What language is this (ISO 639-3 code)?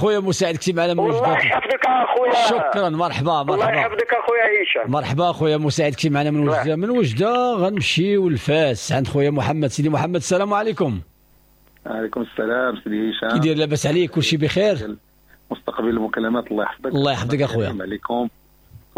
ary